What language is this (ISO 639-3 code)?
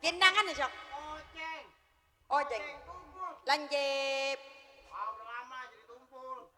bew